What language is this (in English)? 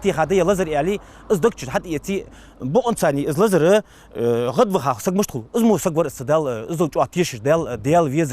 Ingush